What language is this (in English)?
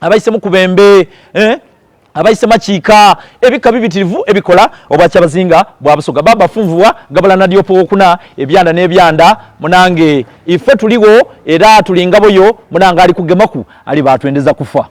Soga